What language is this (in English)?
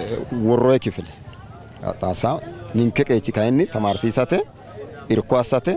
Sidamo